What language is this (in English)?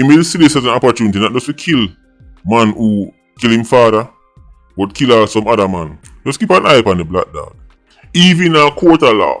Jamaican Creole English